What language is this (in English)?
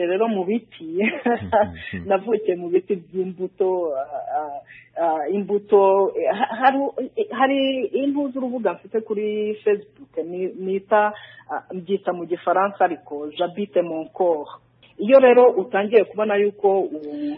Kinyarwanda